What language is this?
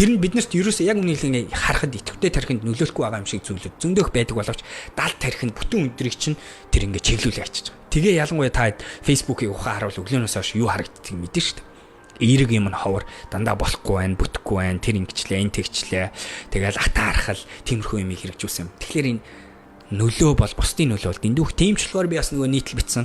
Mongolian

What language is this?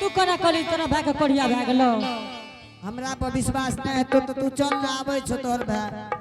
Angika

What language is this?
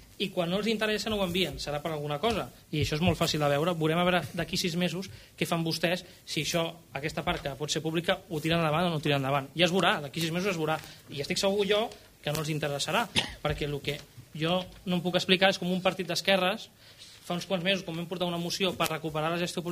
Catalan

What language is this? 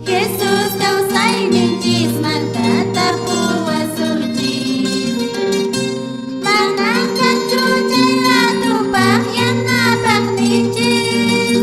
Quechua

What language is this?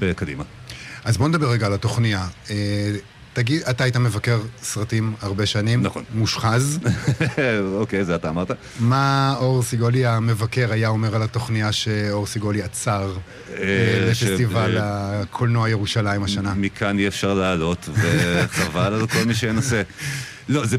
Hebrew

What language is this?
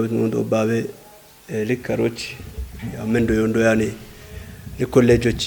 Kafa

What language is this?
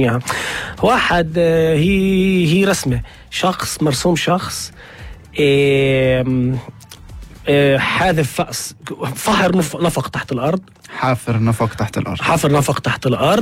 North Levantine Arabic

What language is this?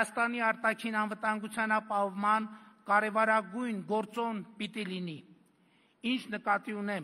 Armenian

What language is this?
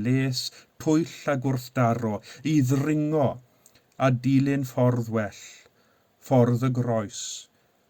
Welsh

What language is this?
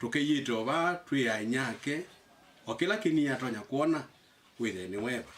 Kamba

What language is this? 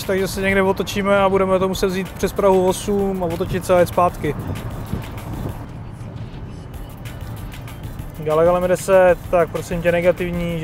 Czech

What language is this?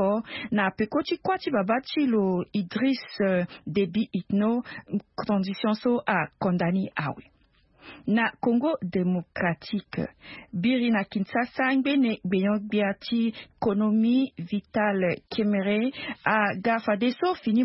Sango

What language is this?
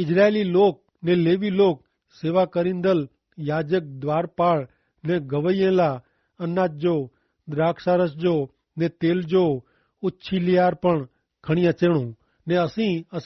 Kachhi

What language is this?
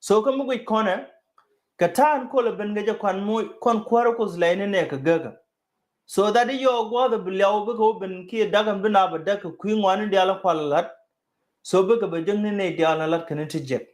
Nuer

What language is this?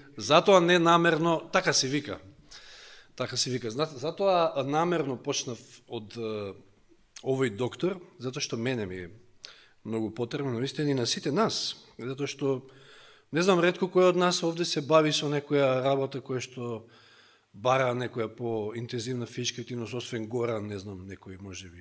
Macedonian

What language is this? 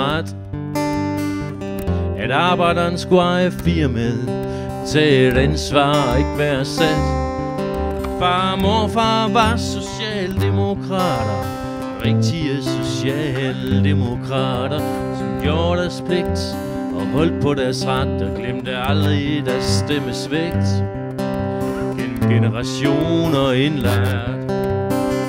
Danish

